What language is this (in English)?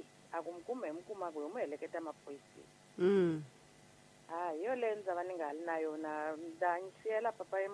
Tsonga